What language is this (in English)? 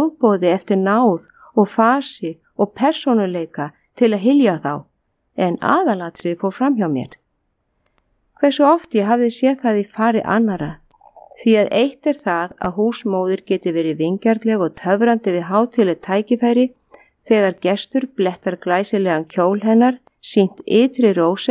Icelandic